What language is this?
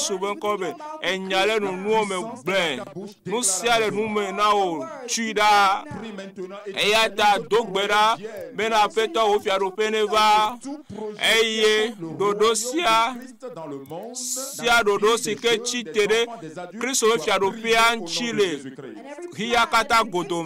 Ewe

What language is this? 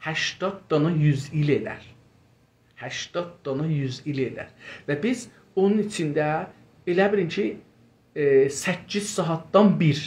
South Azerbaijani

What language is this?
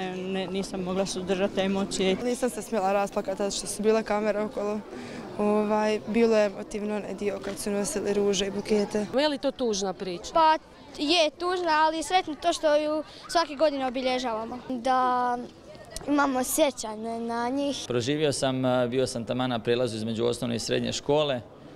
Croatian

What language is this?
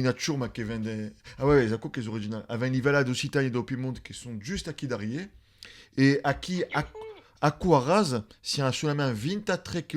Occitan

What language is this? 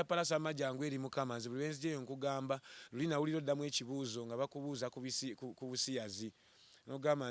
Ganda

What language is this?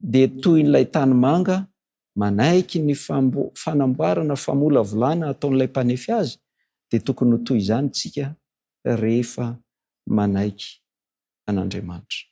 Malagasy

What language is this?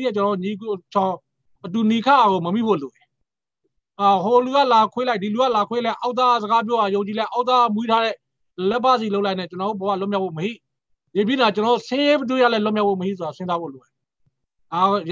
Burmese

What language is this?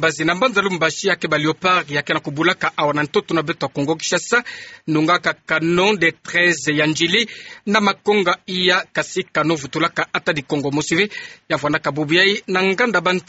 Kituba (Democratic Republic of Congo)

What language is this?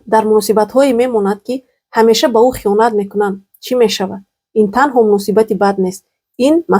Tajik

